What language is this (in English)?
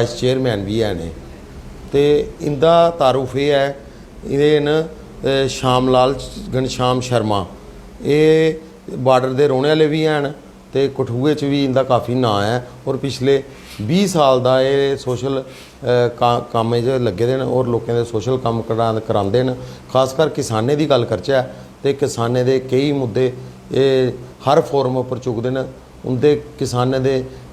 Dogri